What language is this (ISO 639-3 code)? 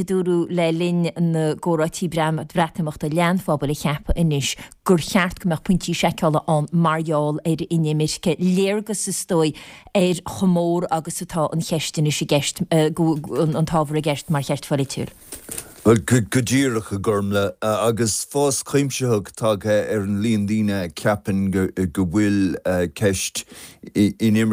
gle